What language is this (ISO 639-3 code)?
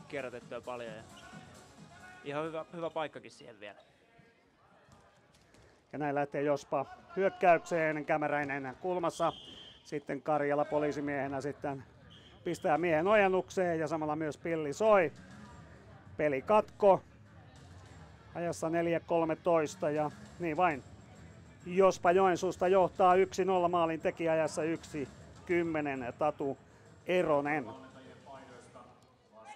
fin